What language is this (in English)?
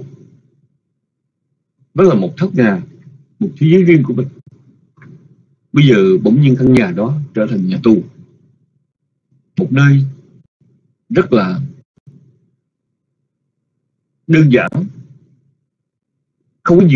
Vietnamese